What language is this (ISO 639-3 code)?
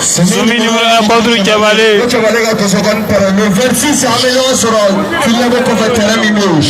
bam